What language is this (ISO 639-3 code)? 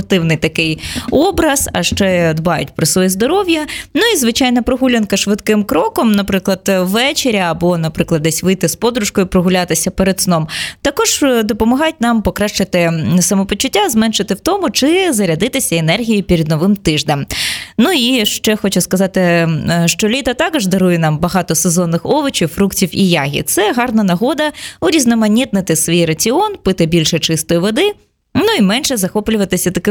ukr